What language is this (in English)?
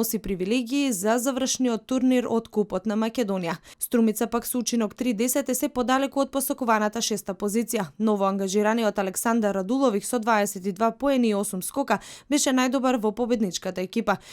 Macedonian